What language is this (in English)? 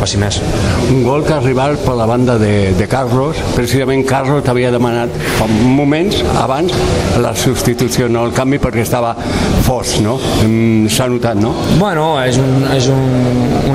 Catalan